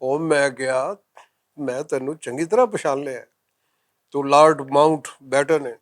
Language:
Western Panjabi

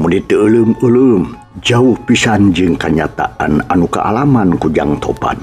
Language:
Sundanese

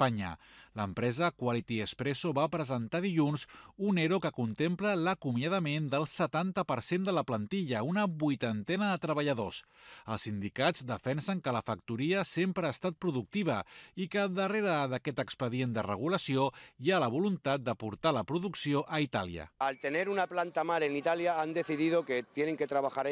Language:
Catalan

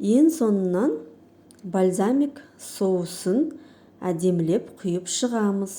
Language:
Kazakh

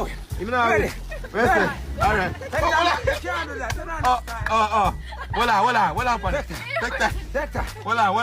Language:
Jamaican Creole English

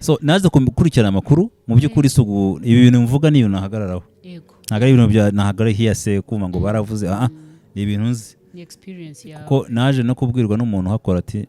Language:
Kinyarwanda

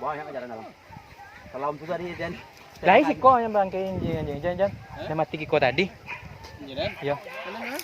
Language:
Minangkabau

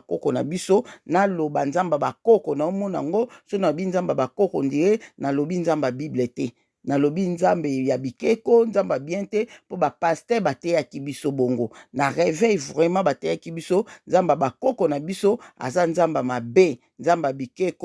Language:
Lingala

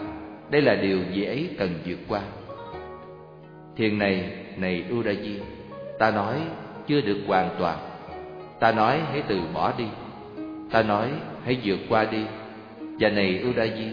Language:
Vietnamese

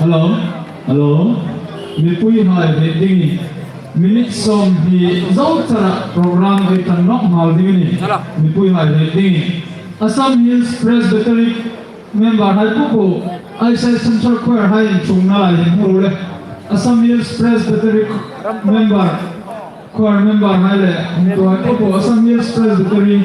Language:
Hmar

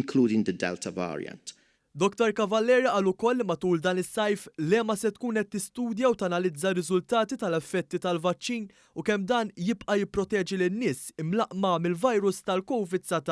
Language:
Maltese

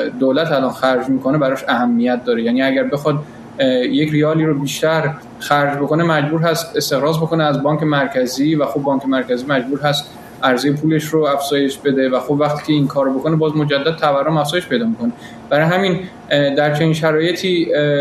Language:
Persian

